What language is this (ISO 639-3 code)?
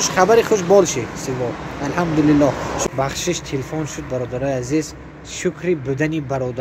tgk